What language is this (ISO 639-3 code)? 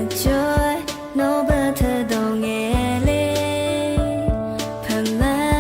ahk